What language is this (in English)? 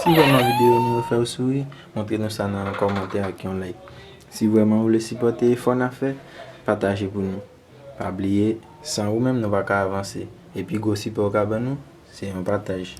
Haitian Creole